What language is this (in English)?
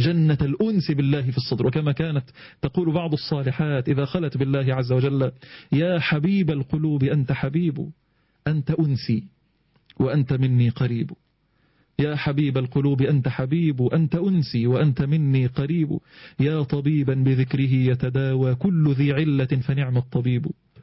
Arabic